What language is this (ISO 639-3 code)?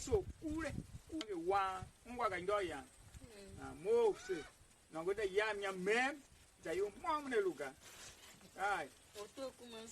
tiv